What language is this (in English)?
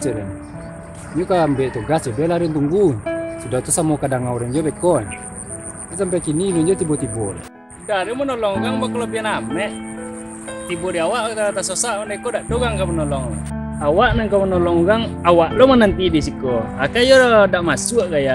Minangkabau